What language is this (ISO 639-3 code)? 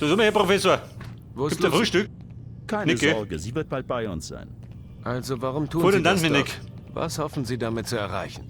bar